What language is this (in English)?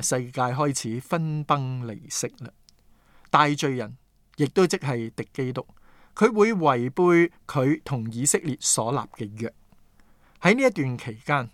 Cantonese